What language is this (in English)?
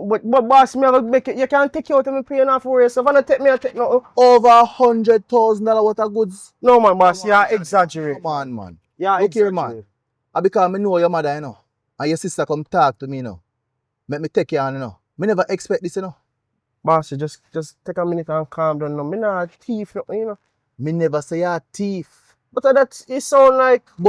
Jamaican Creole English